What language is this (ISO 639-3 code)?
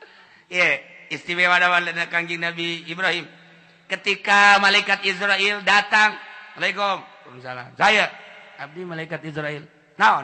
sun